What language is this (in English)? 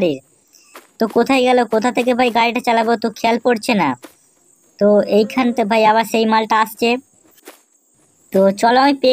Bangla